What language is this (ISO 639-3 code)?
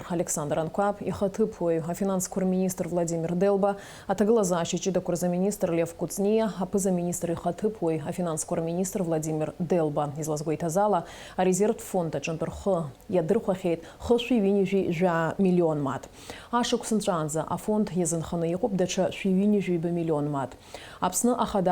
abk